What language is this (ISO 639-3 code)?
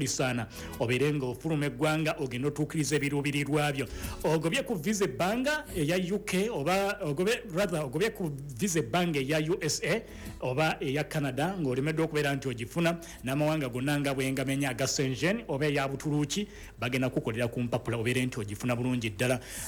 lug